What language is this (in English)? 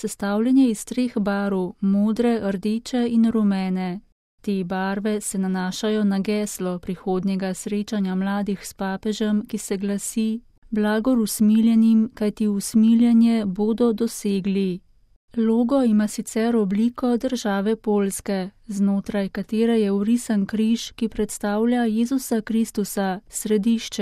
Slovenian